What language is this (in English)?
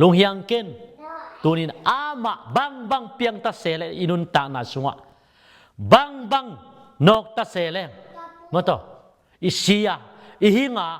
Tedim Chin